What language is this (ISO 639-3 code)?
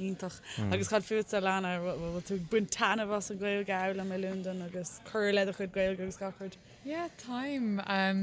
gle